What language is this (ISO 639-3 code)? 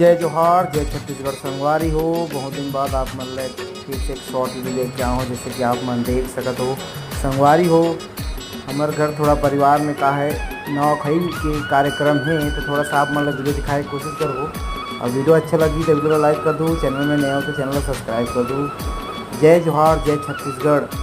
hne